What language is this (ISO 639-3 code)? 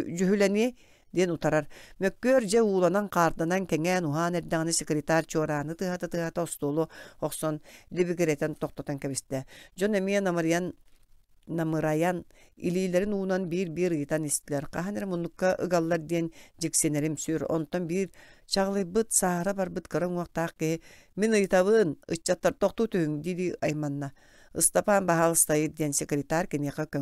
sah